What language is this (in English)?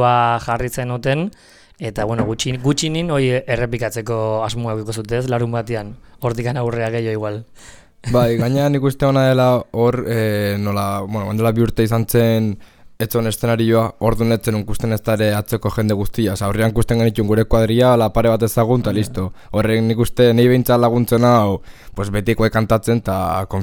Basque